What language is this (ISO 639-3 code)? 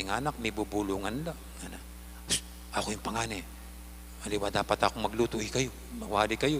pam